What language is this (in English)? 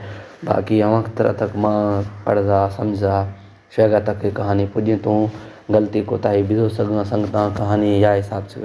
Baluchi